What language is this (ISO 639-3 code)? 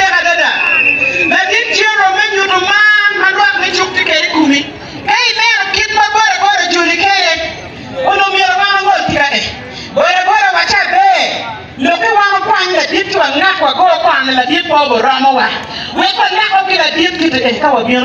ach